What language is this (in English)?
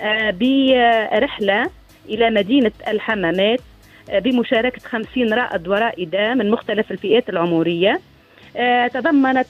Tunisian Arabic